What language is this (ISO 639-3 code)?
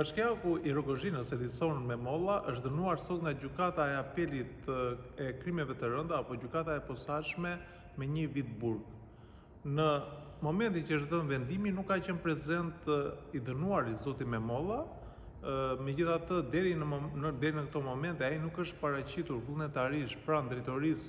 sqi